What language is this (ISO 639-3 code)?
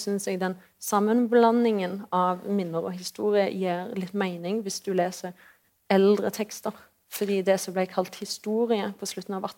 nor